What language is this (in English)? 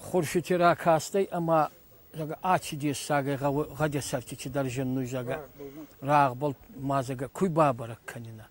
Ossetic